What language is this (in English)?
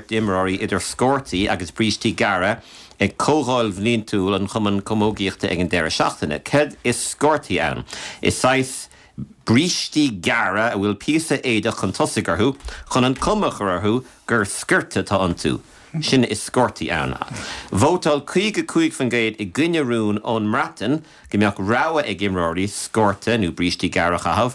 Irish